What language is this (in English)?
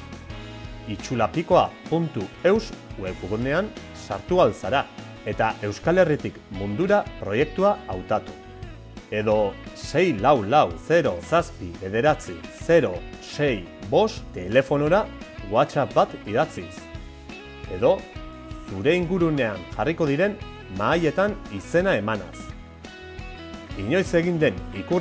Basque